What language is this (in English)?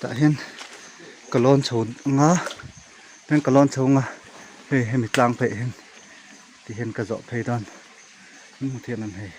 Mizo